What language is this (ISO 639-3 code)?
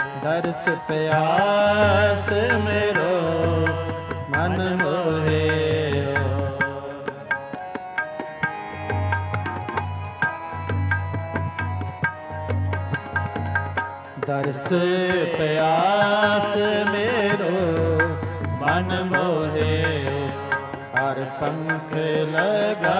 pan